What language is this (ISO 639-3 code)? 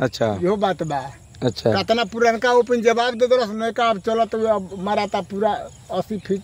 bho